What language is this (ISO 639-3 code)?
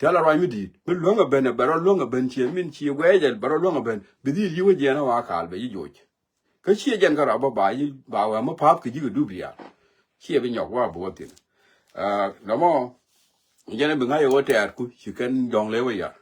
nus